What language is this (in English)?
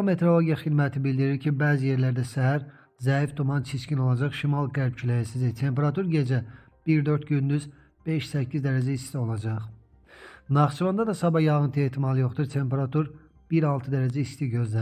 Azerbaijani